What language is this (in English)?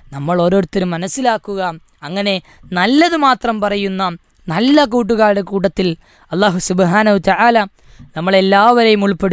Malayalam